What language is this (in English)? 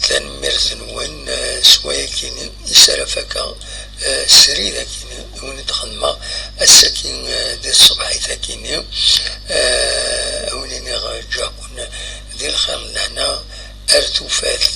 Kabyle